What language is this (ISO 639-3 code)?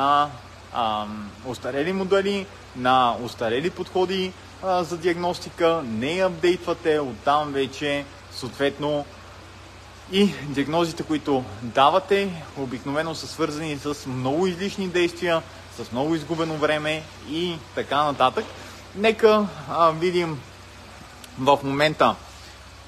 bul